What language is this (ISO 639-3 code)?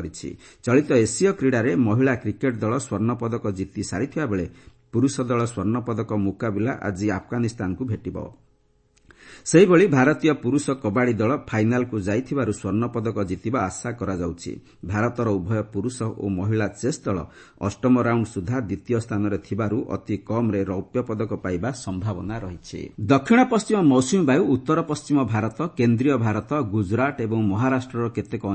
ori